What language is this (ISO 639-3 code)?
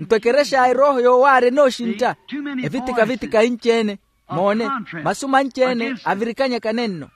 vmw